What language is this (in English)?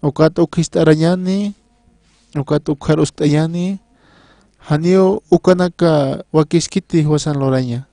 Aymara